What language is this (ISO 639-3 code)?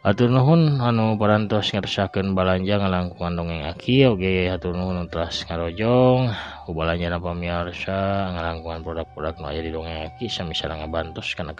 sun